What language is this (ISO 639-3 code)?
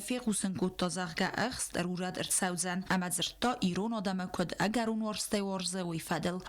oss